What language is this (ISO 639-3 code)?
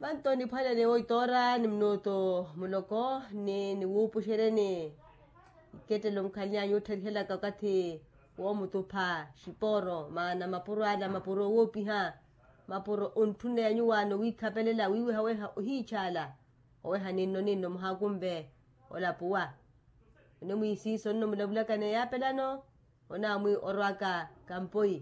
vmw